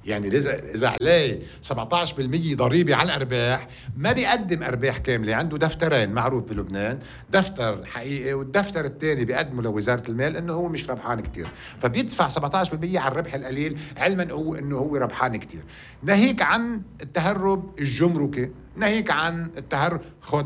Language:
North Levantine Arabic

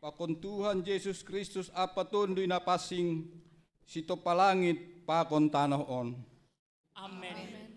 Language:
Batak Simalungun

